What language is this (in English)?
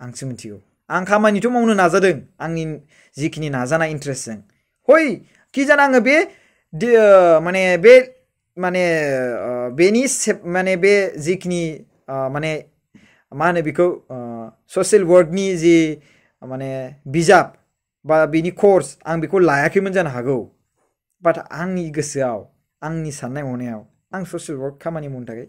Bodo